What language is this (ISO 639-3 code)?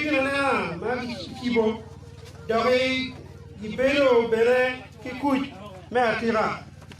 ach